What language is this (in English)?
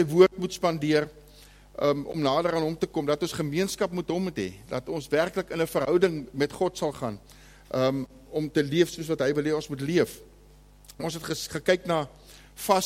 Afrikaans